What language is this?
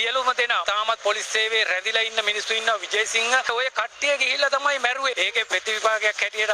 Sinhala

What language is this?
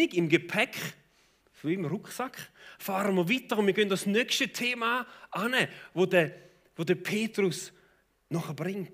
Swiss German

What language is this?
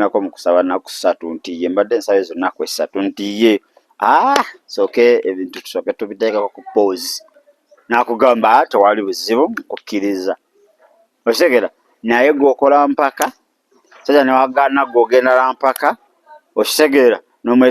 Ganda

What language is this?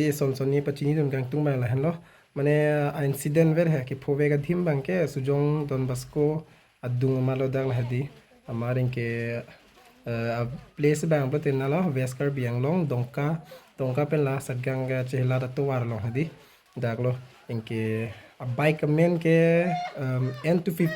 Karbi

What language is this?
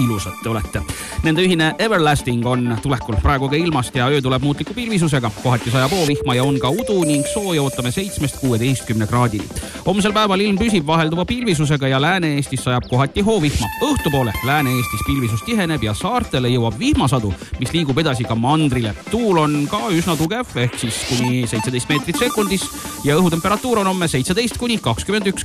Estonian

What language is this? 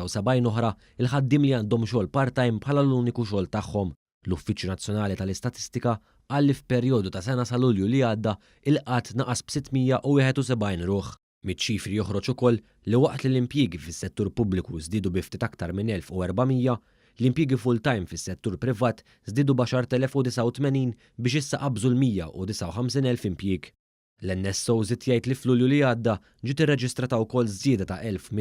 Maltese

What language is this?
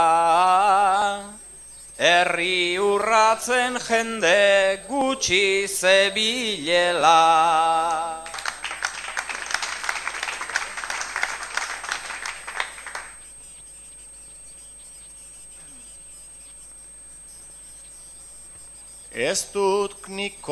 Basque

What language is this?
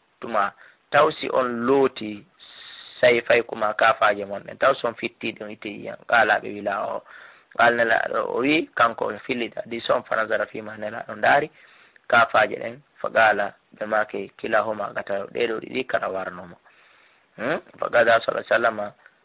Fula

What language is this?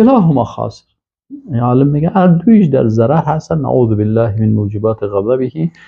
Persian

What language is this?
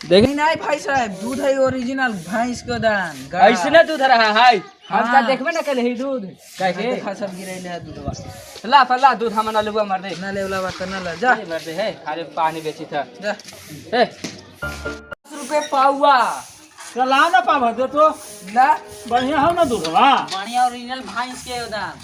Magahi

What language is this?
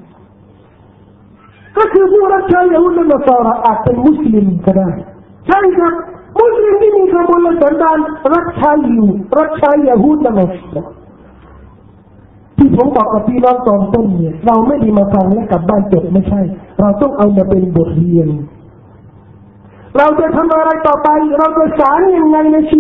Thai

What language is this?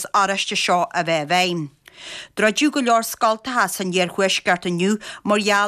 Irish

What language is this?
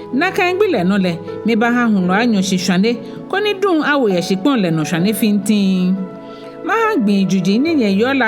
Ga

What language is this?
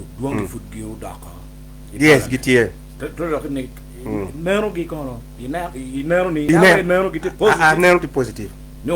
Acoli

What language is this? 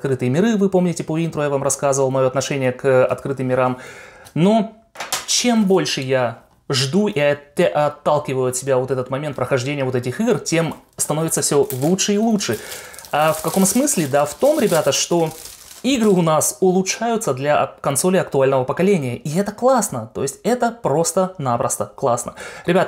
Russian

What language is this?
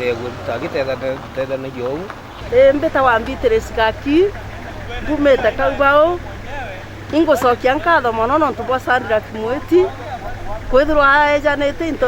Meru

